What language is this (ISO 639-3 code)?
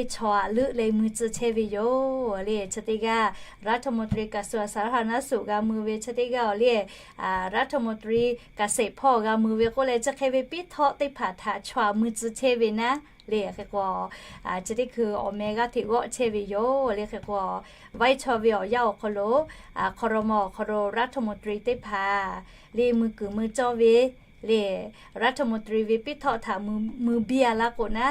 lhu